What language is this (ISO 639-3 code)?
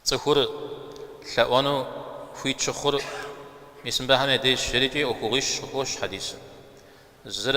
kbd